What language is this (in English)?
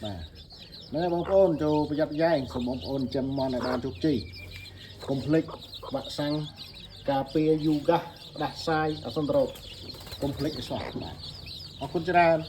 Khmer